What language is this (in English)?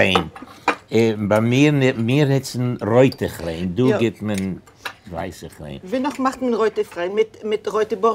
Yiddish